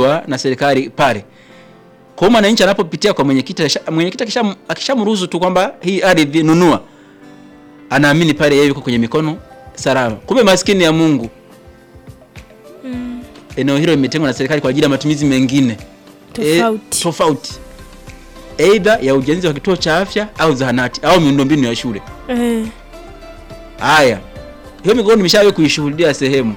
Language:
Swahili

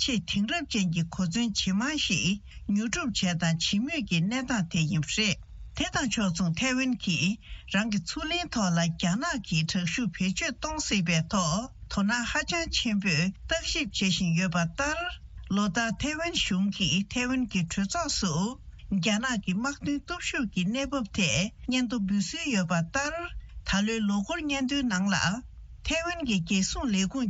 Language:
Tibetan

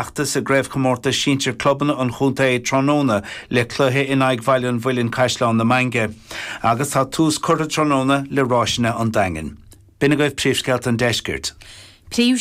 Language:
Irish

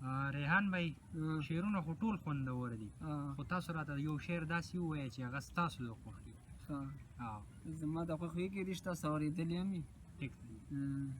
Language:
Pashto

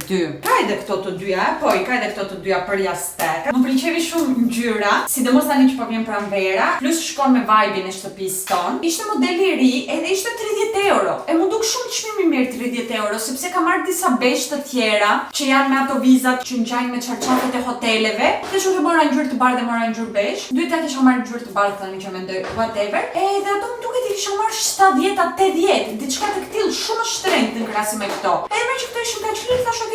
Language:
Albanian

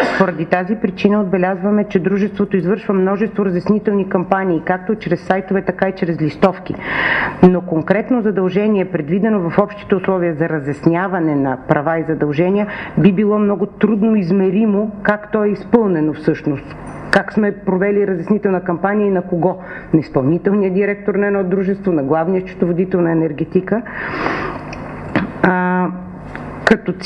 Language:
Bulgarian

